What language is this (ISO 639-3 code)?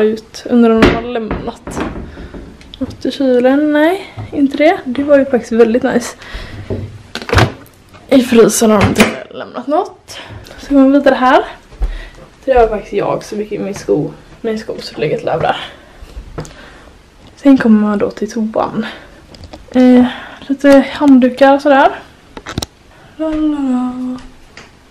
swe